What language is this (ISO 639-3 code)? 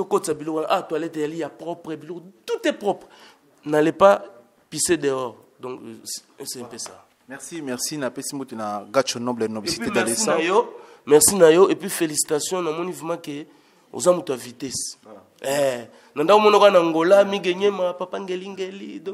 lin